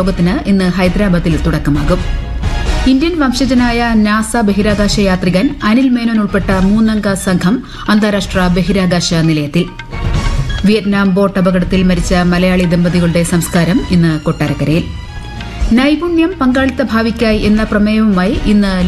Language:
Malayalam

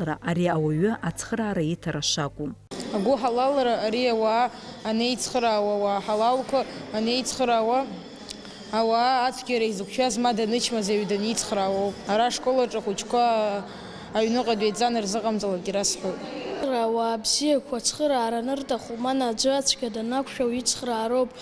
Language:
Abkhazian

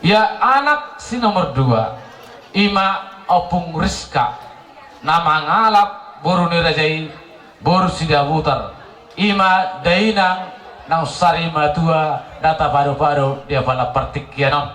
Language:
Batak Toba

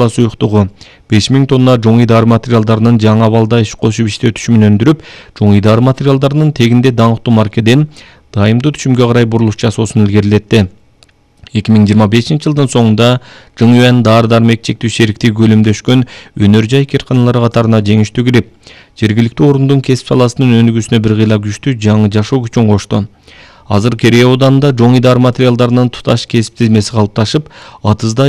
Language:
Kyrgyz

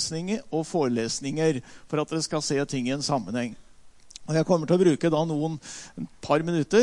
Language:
Norwegian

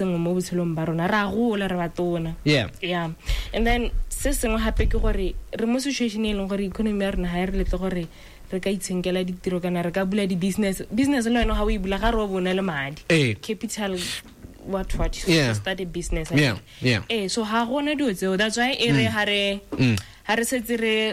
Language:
Tswana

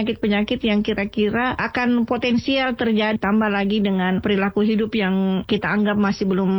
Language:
Indonesian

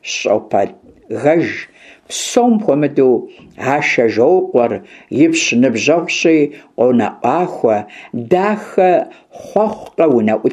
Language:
Kabardian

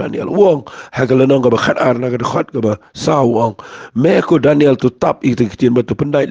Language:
Khasi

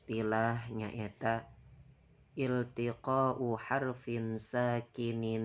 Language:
Sundanese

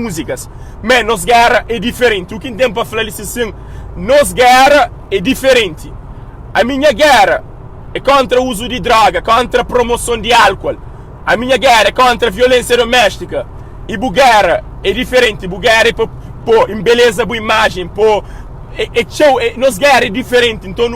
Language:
Kabuverdianu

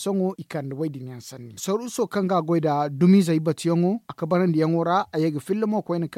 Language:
Zarma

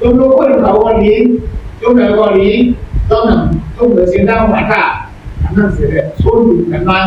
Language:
Shan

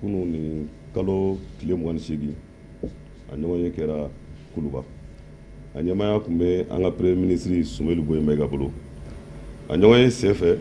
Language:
Bambara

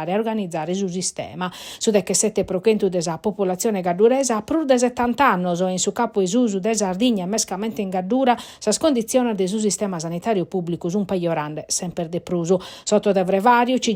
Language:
Sardinian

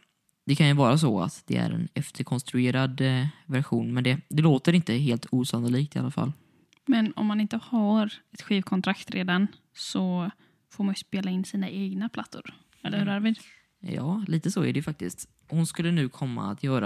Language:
Swedish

